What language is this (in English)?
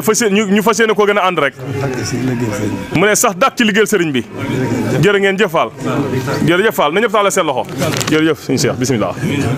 Wolof